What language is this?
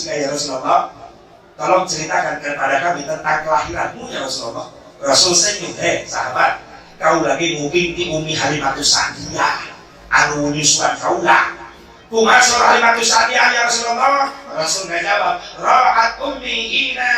Sundanese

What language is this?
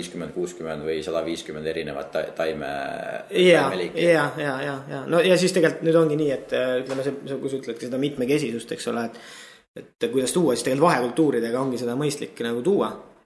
Estonian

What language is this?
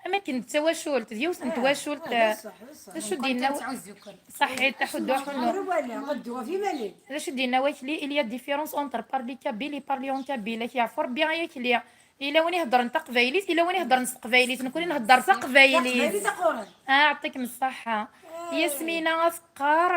Kabyle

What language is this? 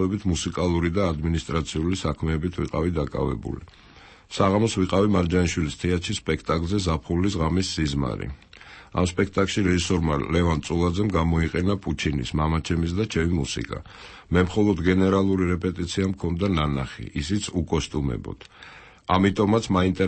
Georgian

